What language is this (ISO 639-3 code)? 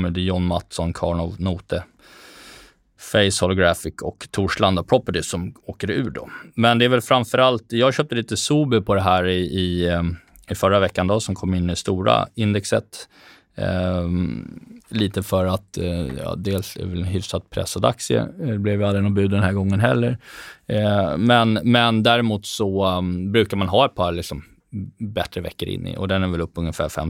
swe